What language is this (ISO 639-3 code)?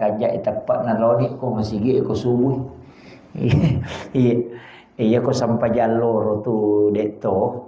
bug